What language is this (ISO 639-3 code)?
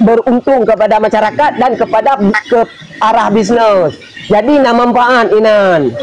ace